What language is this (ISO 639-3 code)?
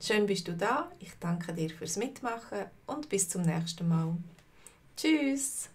gsw